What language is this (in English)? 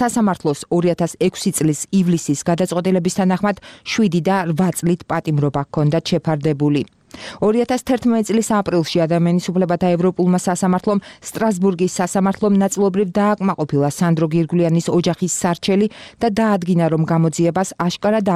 Georgian